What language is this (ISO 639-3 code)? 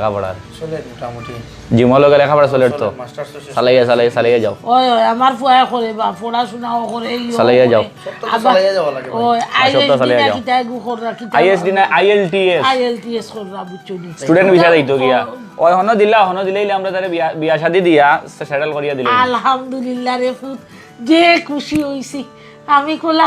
syl